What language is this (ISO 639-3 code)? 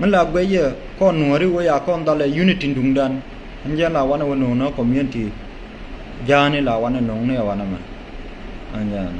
nus